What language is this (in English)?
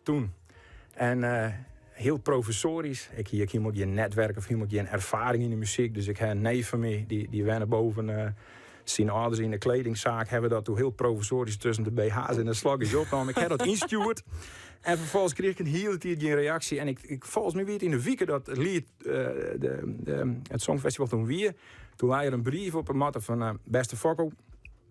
Western Frisian